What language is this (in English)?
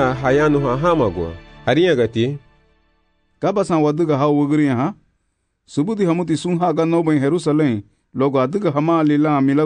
Garifuna